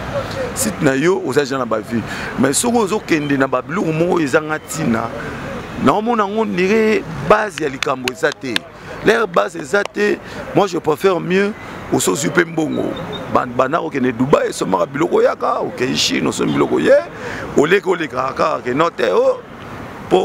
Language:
Lingala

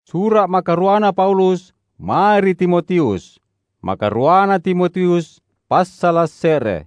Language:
Makasar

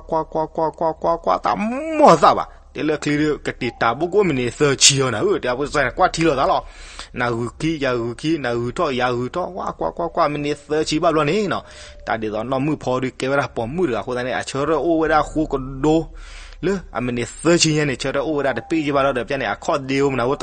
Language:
S'gaw Karen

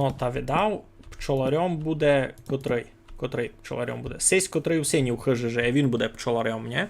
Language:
Rusyn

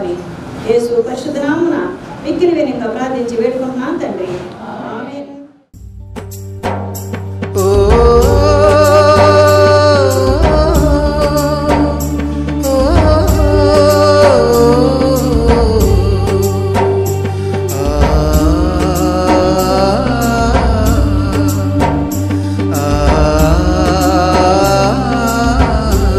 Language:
Telugu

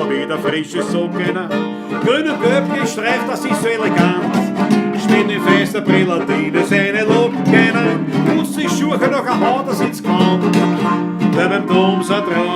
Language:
Bavarian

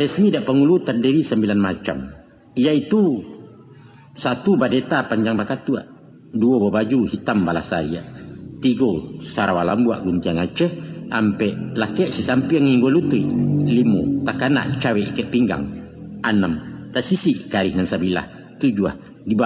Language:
Minangkabau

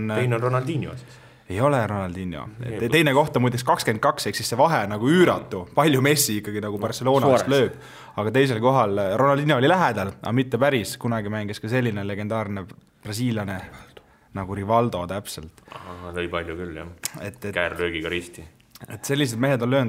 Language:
Estonian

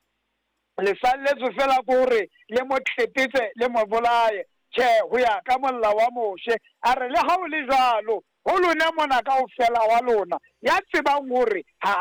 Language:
Southern Sotho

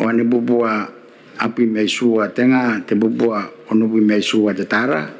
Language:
Gilbertese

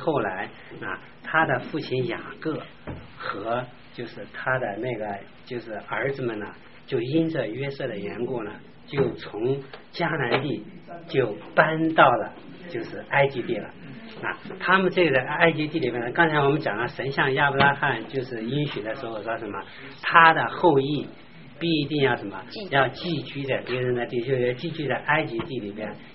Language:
Chinese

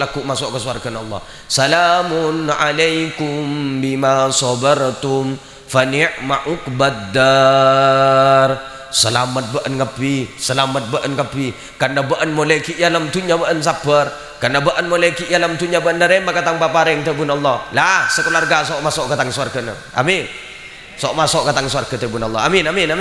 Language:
Madurese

